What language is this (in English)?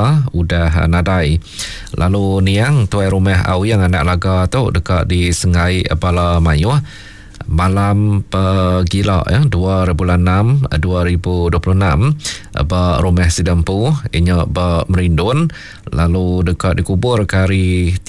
Iban